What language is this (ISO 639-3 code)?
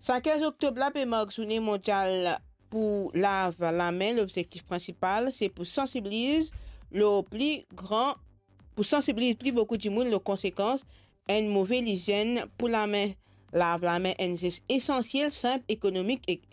mfe